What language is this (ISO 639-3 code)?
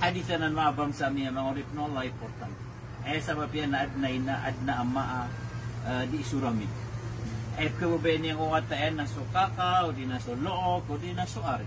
mrw